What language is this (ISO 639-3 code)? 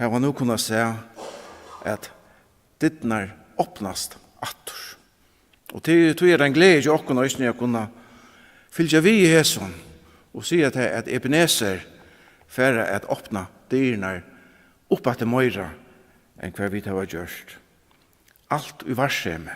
fao